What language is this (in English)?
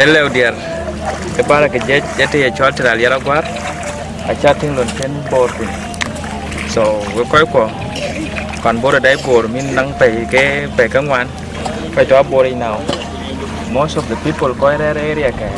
Dinka